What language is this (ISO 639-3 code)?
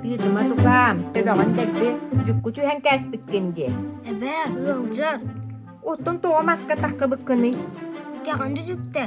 sah